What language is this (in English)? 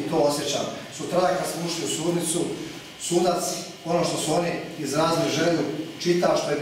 Croatian